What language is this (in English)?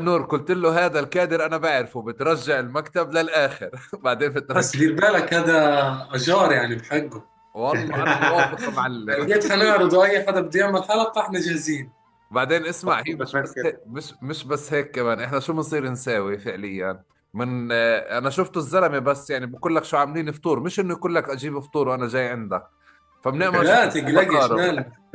North Levantine Arabic